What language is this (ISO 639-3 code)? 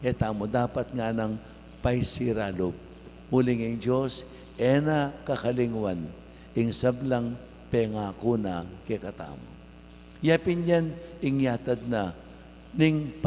pam